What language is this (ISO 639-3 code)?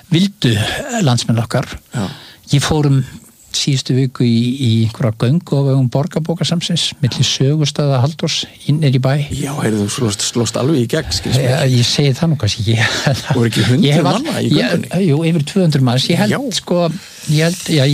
isl